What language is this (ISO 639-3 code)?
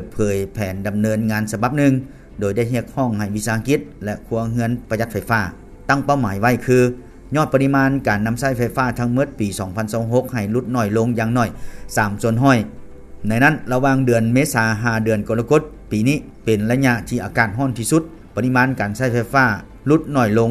lao